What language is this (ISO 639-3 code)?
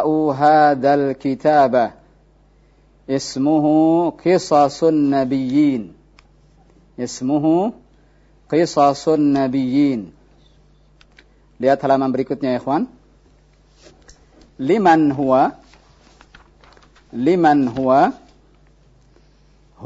ind